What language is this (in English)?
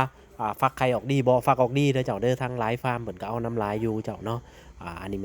Lao